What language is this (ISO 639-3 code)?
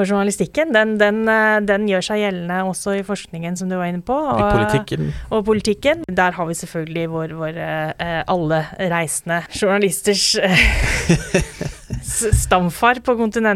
nor